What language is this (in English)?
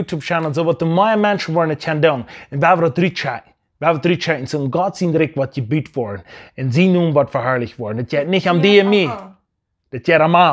Plautdietsch